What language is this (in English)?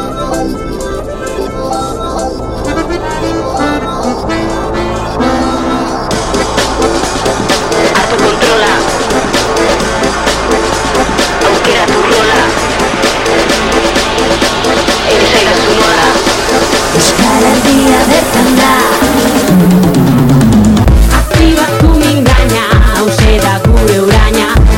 Basque